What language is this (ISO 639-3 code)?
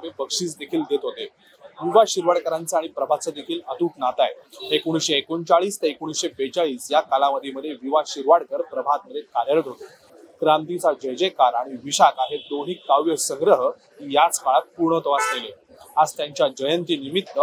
mar